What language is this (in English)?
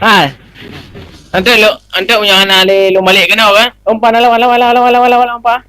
Achinese